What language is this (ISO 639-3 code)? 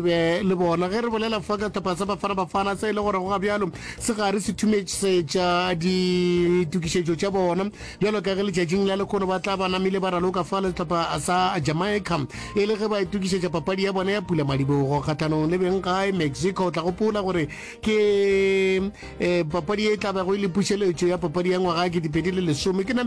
nso